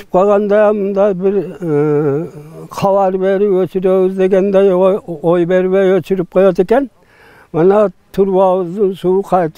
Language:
Kyrgyz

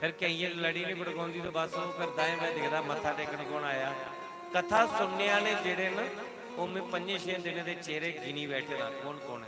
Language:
Dogri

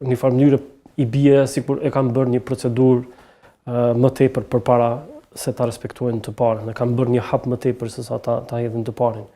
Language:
Albanian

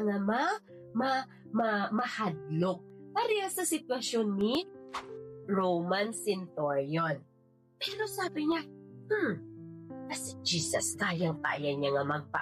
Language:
Hiligaynon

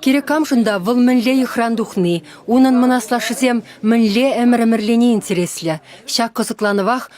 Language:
Chuvash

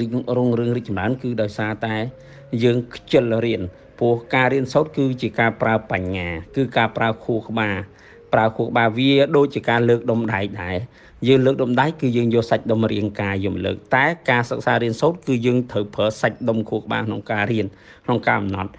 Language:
Khmer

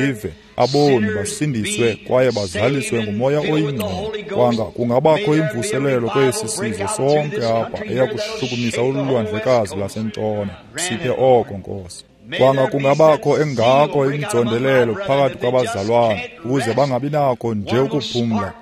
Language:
Xhosa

